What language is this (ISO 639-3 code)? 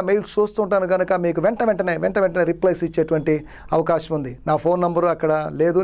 tel